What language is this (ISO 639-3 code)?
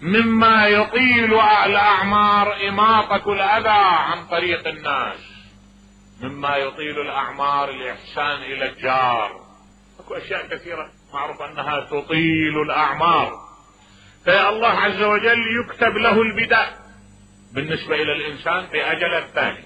acm